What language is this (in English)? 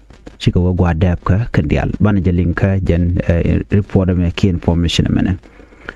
Nuer